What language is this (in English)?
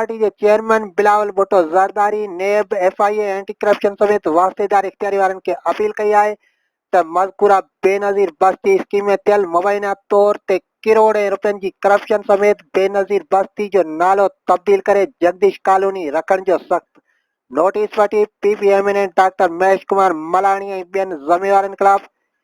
Sindhi